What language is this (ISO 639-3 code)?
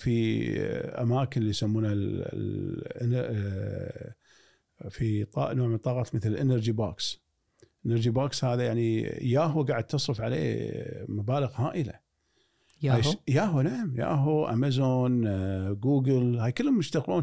afb